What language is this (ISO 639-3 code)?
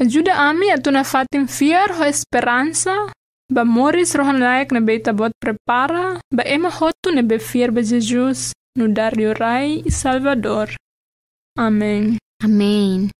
tet